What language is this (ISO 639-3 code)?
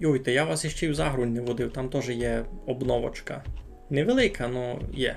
rue